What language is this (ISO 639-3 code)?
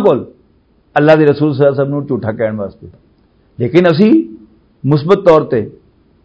lah